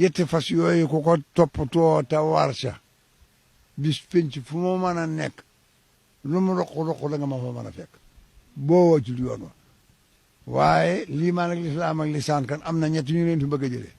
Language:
Wolof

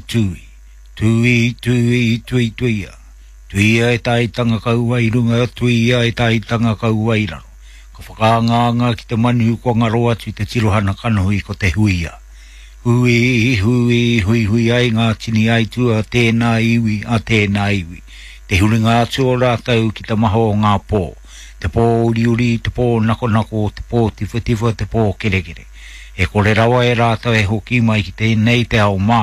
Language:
Māori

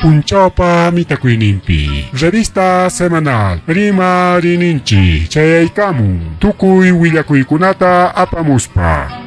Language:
Ayacucho Quechua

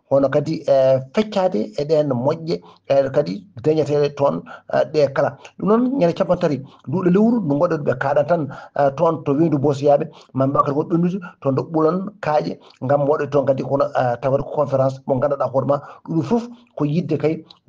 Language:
Fula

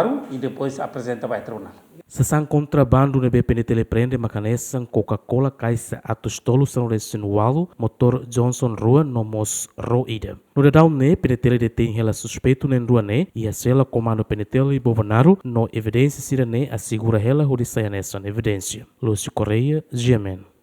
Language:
Tetum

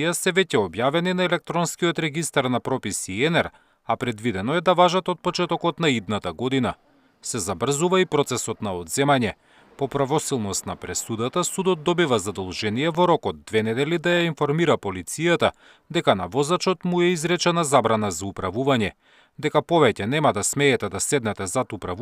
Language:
Macedonian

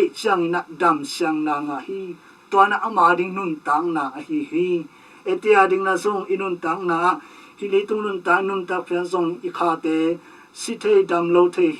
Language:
Tedim Chin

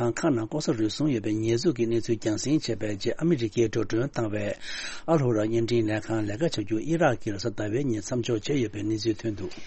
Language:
Tibetan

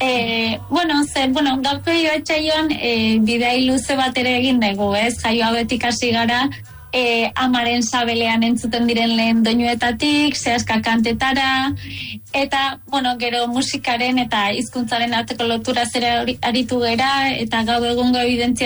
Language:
Basque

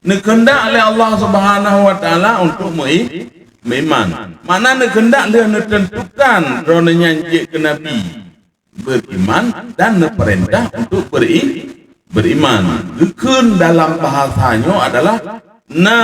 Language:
Achinese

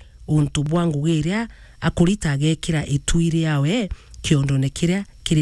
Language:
Meru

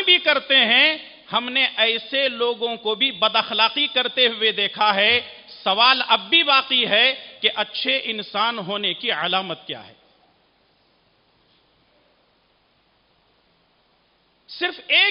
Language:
Urdu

